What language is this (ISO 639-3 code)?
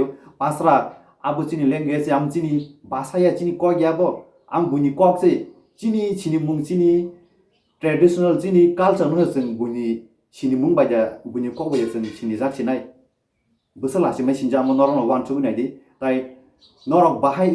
trp